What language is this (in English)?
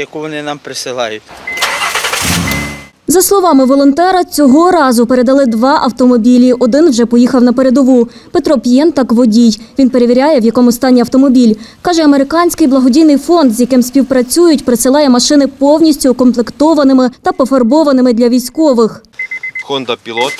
Ukrainian